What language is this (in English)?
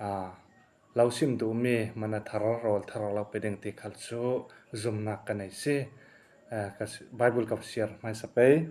Falam Chin